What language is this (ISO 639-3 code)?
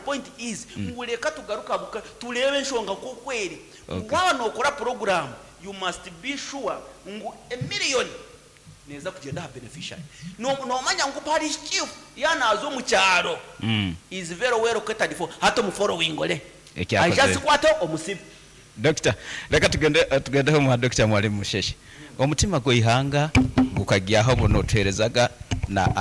nyn